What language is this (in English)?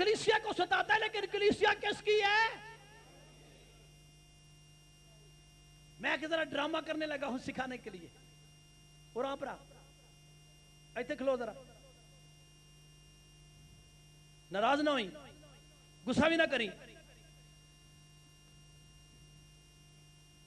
Urdu